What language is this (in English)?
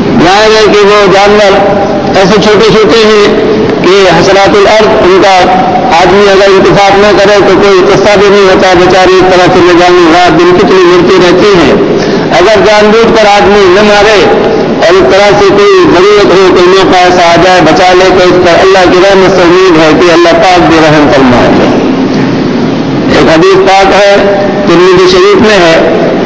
Urdu